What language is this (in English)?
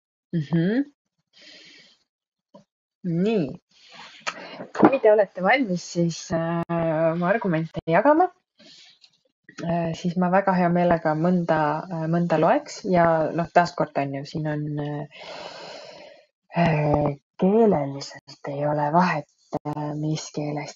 Estonian